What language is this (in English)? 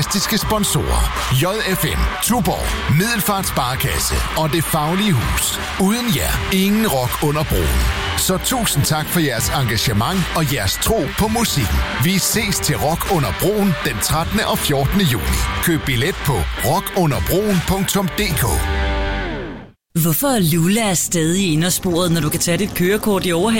Danish